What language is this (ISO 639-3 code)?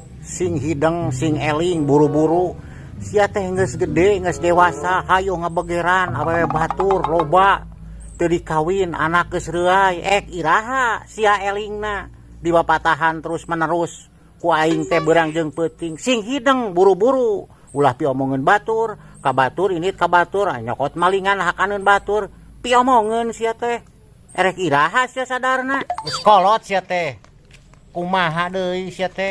sun